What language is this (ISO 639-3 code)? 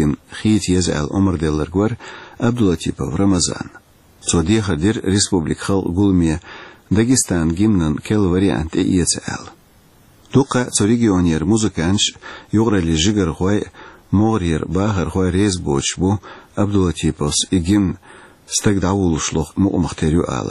che